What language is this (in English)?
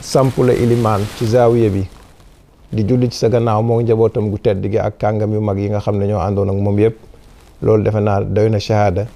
Wolof